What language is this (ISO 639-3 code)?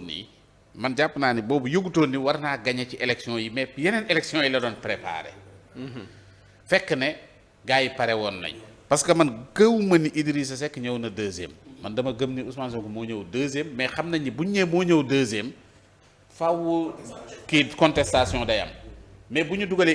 wol